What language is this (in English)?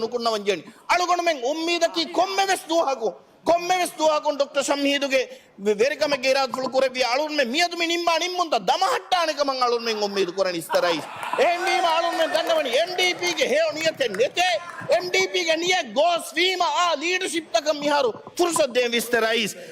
Divehi